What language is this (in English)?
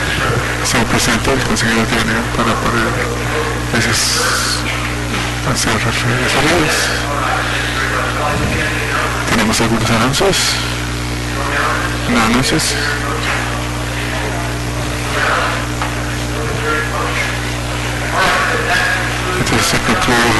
Spanish